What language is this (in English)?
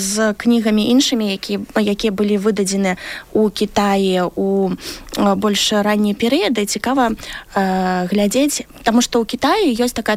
Belarusian